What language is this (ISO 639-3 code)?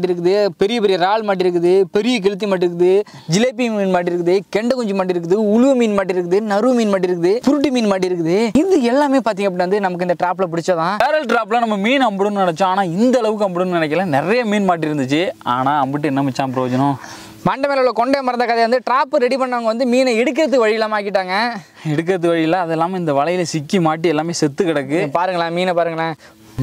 tam